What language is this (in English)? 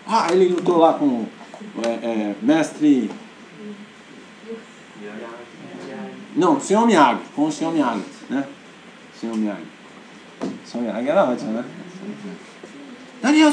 Portuguese